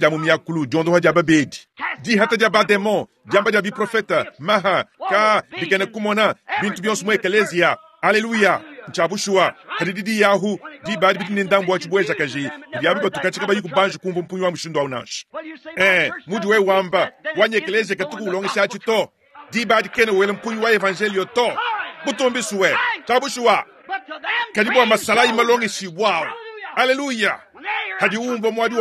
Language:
Luba-Lulua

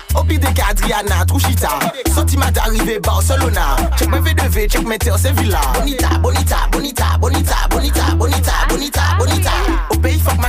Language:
French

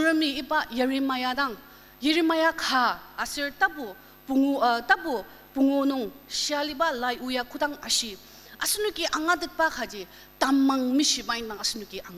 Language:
Ao Naga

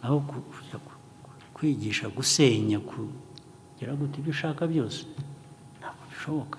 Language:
Kinyarwanda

